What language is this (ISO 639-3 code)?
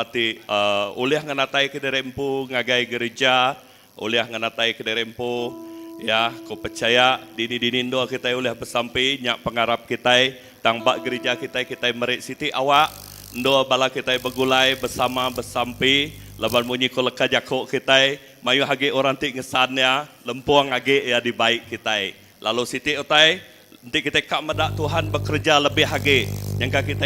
iba